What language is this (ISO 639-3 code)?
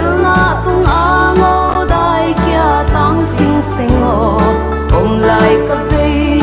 pck